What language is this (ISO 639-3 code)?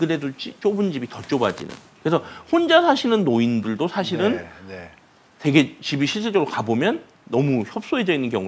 kor